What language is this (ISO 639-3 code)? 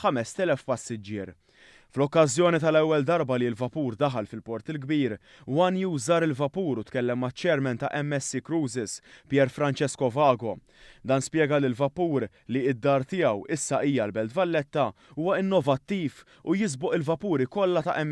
mlt